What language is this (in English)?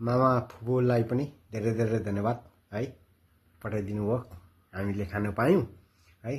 Nepali